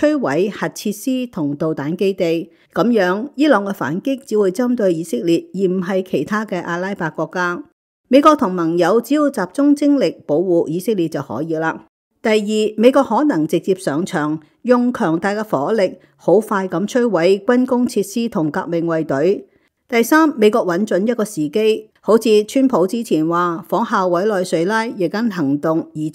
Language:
Cantonese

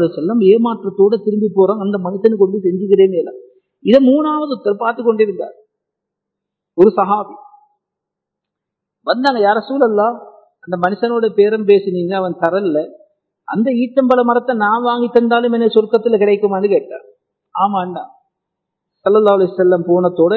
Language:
Tamil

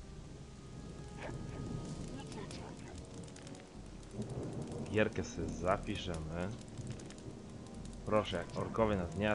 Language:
Polish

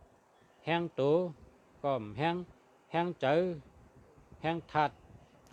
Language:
Shan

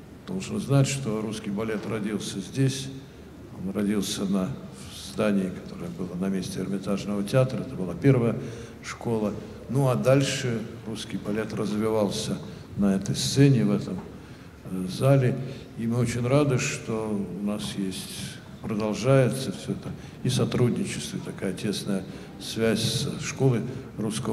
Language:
Russian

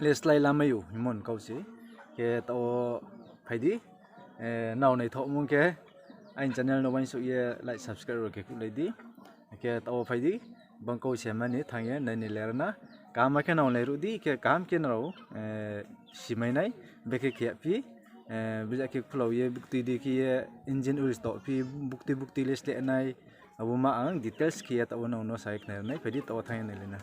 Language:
Riang (India)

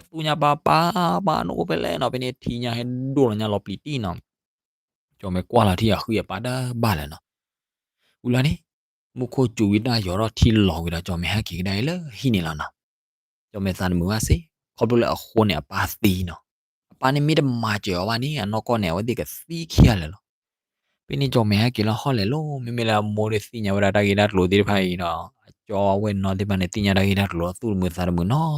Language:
S'gaw Karen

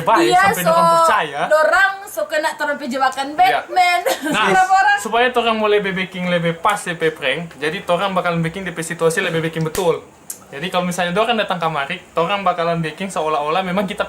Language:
Manado Malay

